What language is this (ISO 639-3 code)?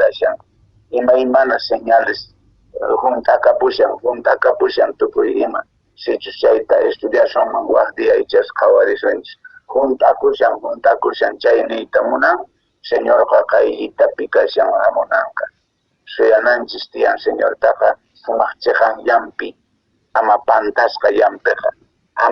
que